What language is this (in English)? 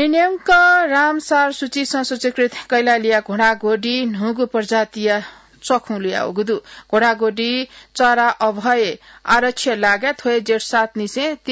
Newari